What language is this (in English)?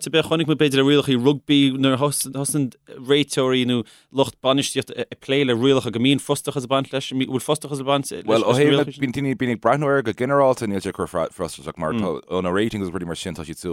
Irish